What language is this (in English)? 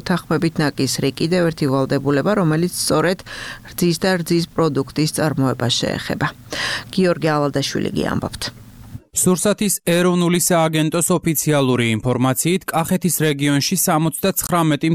Georgian